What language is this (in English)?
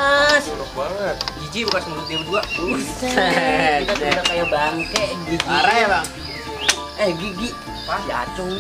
Betawi